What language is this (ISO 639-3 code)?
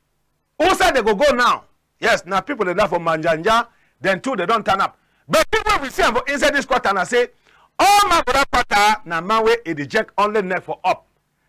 wes